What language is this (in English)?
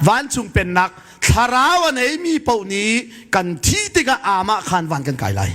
Hakha Chin